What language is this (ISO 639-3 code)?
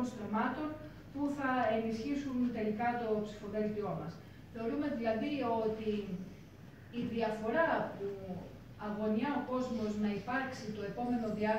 ell